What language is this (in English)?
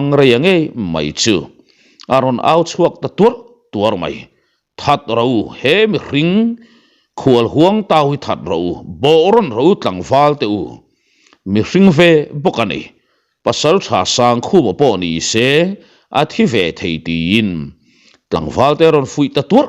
Mizo